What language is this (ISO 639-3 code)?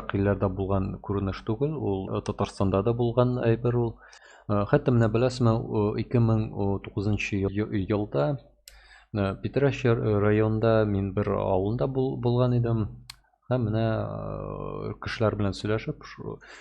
tat